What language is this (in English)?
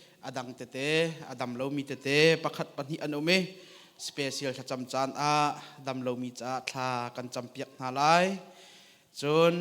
Hakha Chin